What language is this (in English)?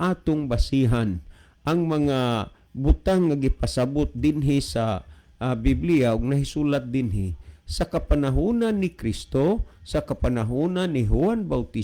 Cebuano